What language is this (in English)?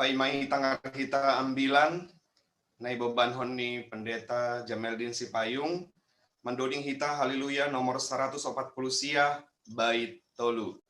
Batak Simalungun